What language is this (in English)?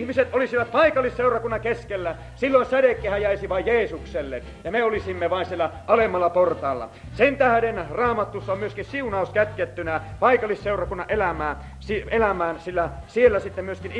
Finnish